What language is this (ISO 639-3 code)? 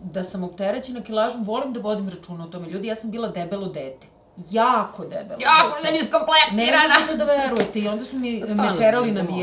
srp